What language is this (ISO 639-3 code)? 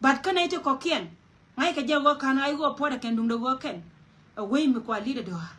nus